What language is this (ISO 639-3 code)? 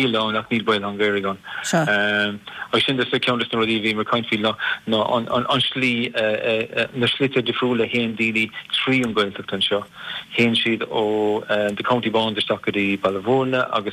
gle